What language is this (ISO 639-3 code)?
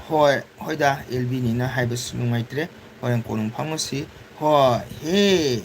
mni